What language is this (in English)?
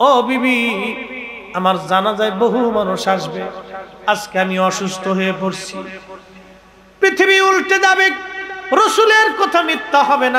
Bangla